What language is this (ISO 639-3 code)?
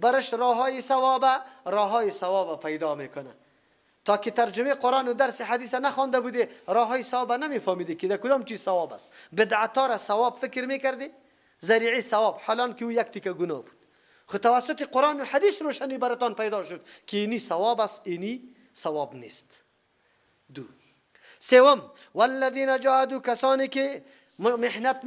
fas